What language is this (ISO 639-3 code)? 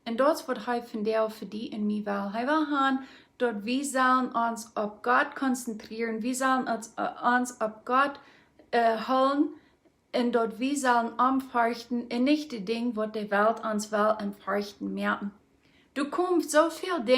pdt